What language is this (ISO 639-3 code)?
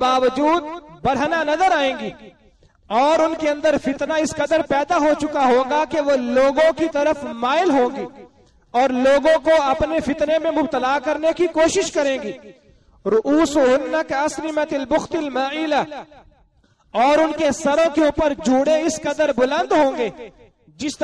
urd